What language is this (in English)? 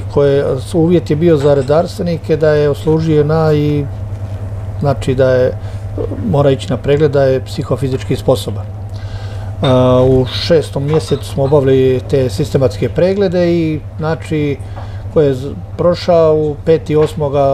Croatian